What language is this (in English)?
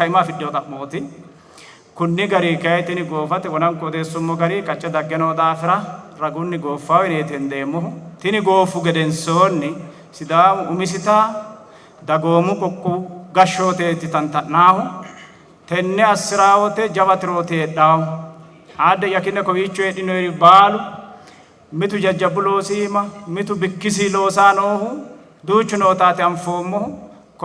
Sidamo